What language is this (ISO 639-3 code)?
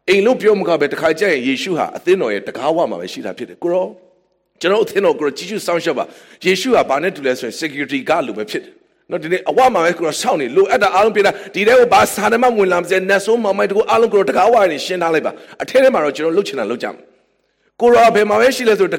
mya